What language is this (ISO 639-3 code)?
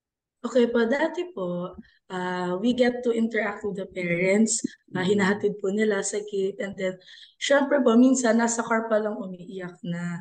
fil